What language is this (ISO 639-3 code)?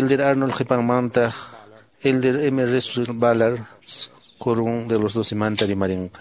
que